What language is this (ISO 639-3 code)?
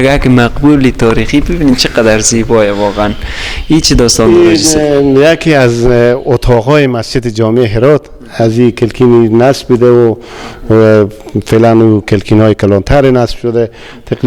fas